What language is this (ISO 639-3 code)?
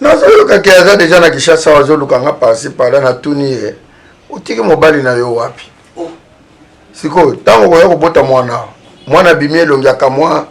lin